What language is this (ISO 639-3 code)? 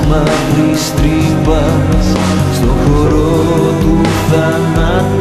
ell